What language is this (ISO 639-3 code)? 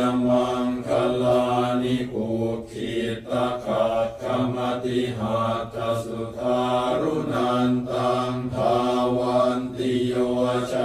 pli